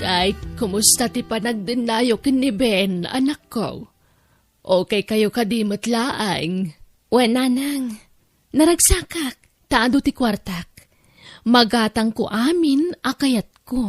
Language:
Iloko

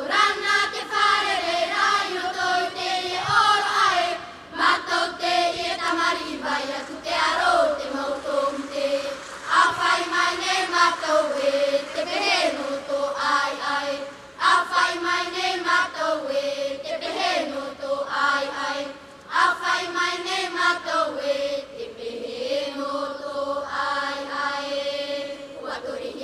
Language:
Tahitian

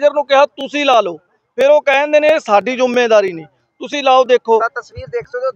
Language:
Punjabi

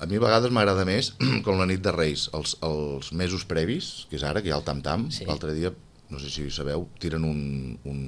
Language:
Catalan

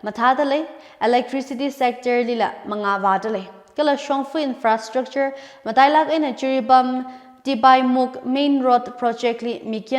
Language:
Tangkhul Naga (India)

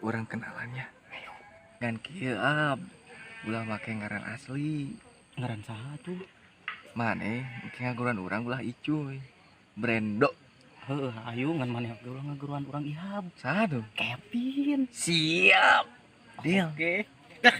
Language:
Sundanese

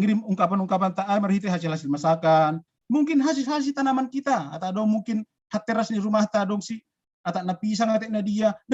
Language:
Batak Simalungun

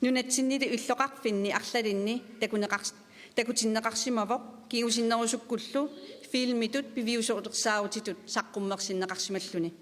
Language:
Kalaallisut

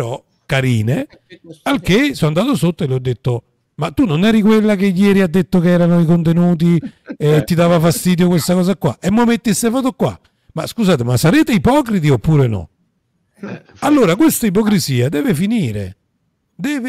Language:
Italian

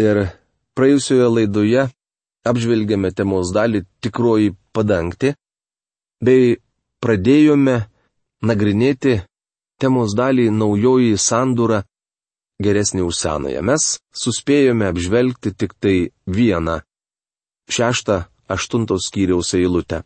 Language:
Lithuanian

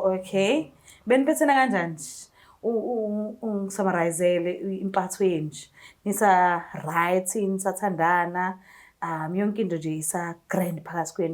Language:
Zulu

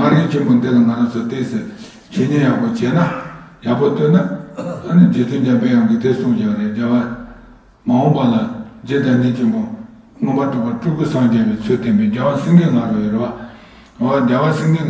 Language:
Tibetan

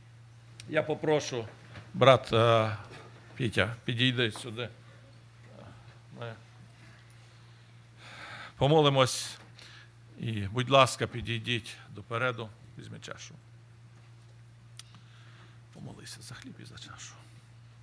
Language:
Ukrainian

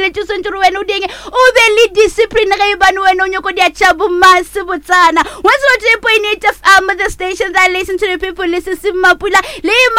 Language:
Northern Sotho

